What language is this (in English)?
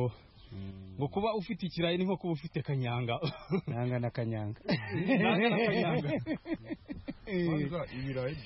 Kinyarwanda